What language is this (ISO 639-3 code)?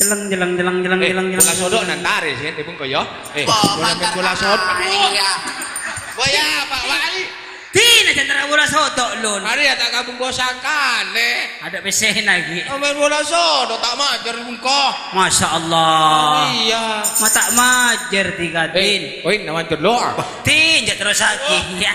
mad